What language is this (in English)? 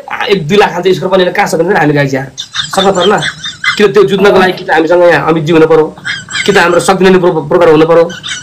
Nepali